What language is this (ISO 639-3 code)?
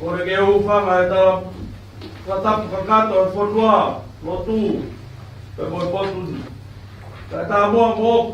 ton